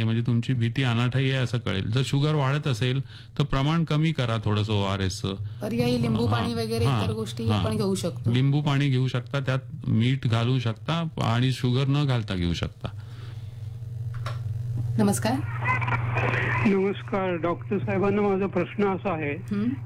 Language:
Marathi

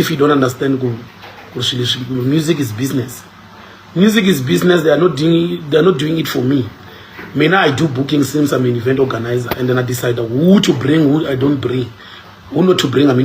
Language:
Tsonga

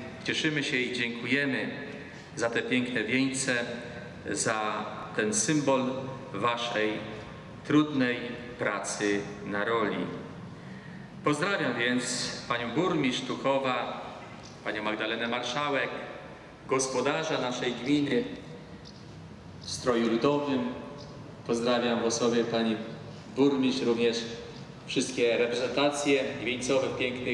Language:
Polish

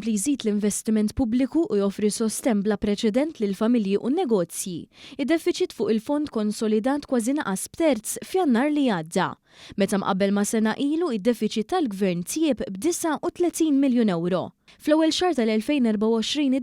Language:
Maltese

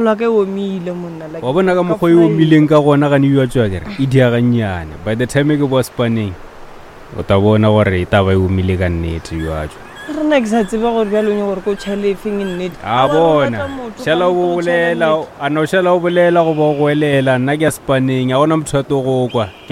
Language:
Northern Sotho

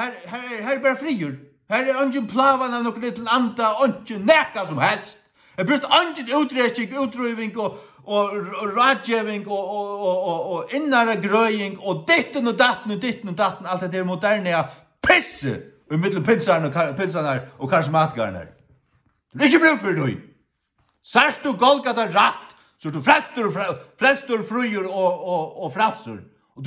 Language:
Faroese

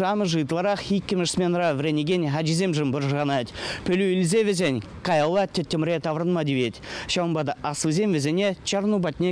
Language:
Chuvash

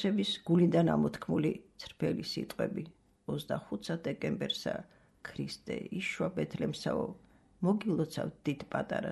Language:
Georgian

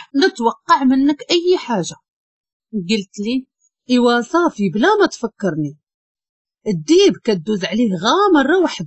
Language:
Moroccan Arabic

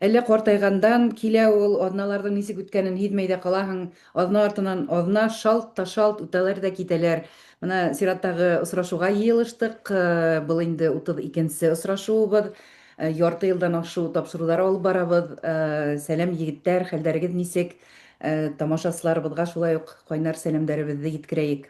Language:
Bashkir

